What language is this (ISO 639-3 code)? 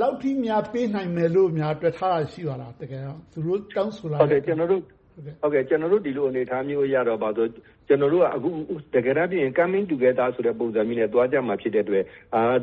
mya